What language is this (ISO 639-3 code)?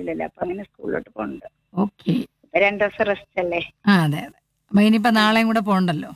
mal